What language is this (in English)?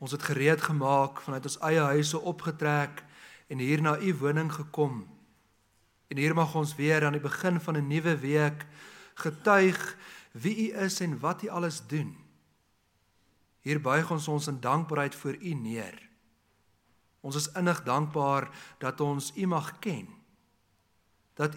Afrikaans